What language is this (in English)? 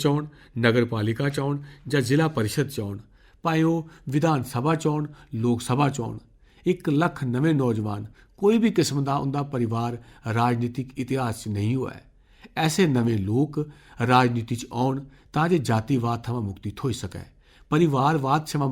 Dogri